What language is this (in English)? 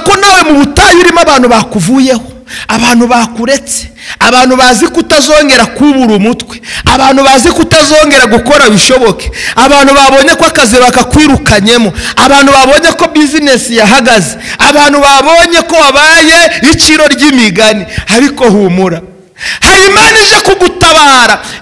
Kinyarwanda